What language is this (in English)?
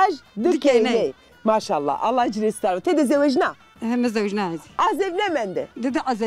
Zaza